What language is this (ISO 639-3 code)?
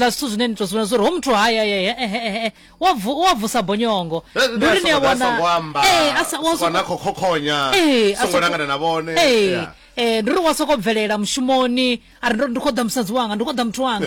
ven